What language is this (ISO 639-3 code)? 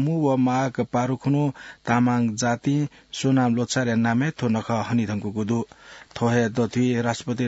new